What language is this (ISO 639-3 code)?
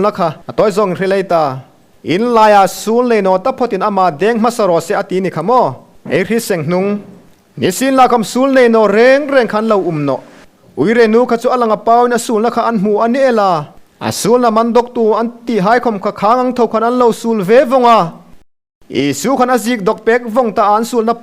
hmr